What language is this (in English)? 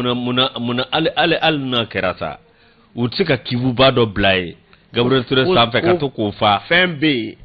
Bambara